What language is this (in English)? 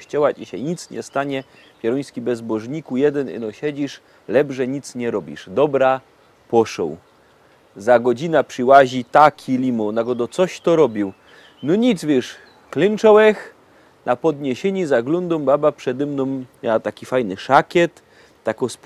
Silesian